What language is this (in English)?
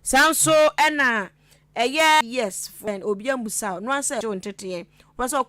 Akan